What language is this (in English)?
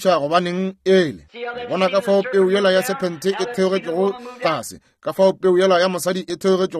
Northern Sotho